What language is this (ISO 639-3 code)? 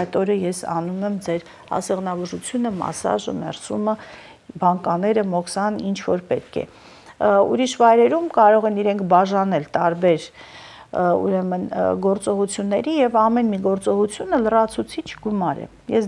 hye